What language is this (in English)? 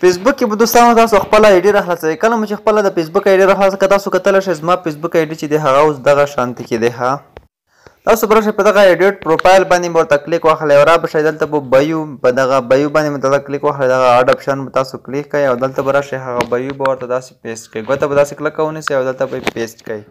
Pashto